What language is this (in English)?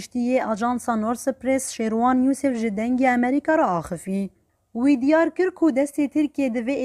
Kurdish